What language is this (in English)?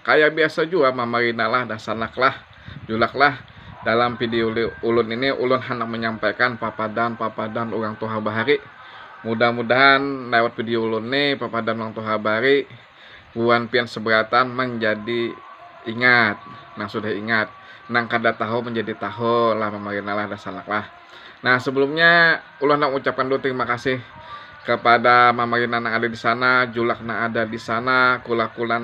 Banjar